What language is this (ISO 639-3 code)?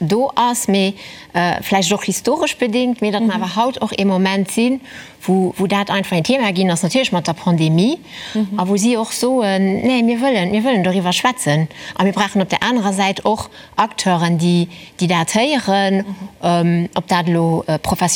ltz